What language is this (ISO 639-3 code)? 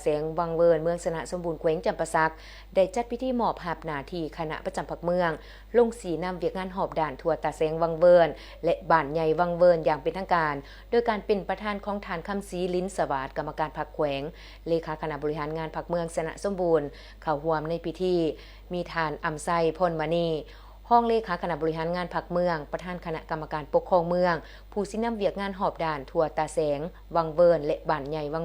lao